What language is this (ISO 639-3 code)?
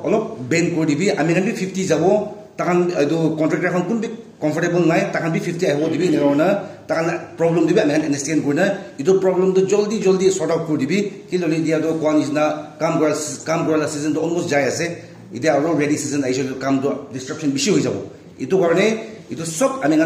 nag